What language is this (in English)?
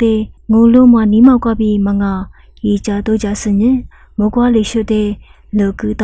Lisu